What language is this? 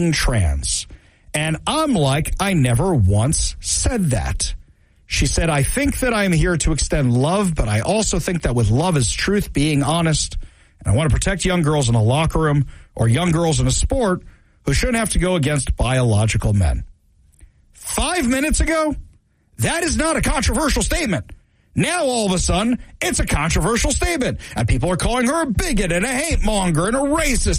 English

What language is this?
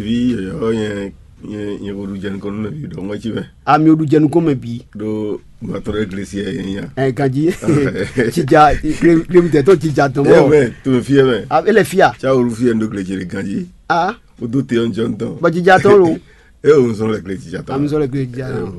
Fon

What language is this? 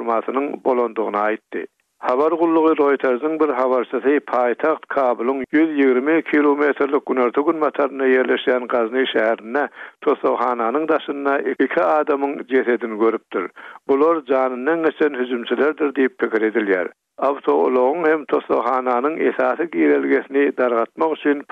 Turkmen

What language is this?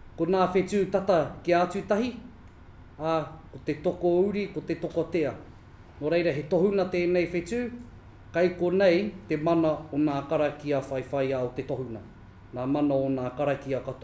Māori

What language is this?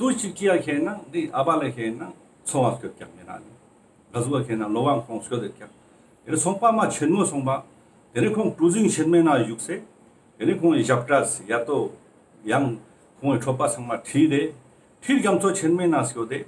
Ladakhi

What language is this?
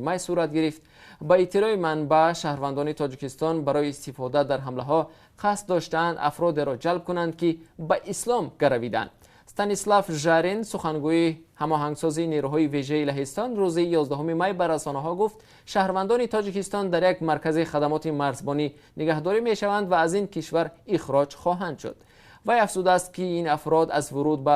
Tajik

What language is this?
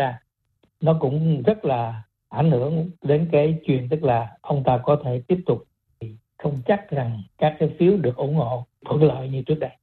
Vietnamese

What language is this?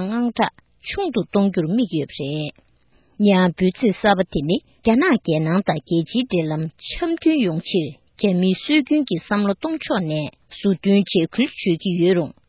Tibetan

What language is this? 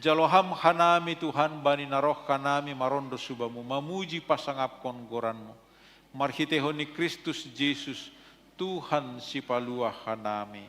Batak Simalungun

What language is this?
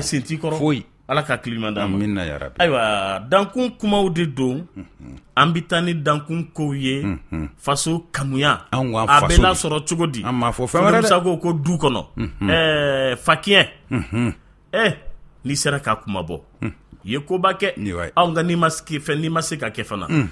Bambara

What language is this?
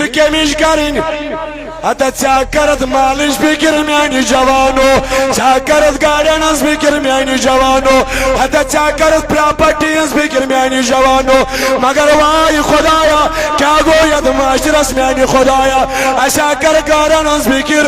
Kashmiri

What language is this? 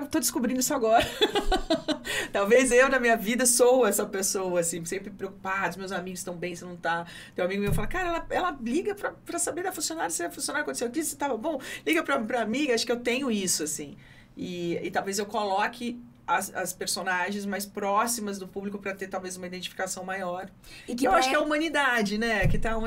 Portuguese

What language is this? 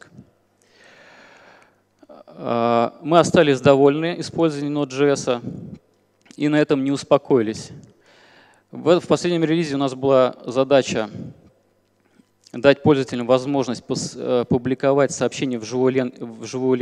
Russian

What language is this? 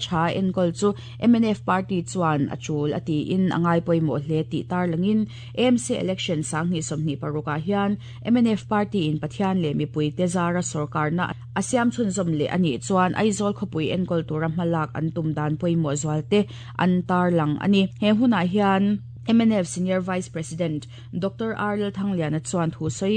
Mizo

